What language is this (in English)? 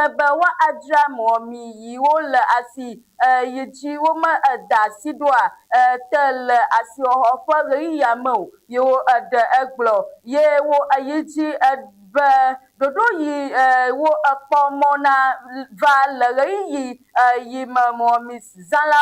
Ewe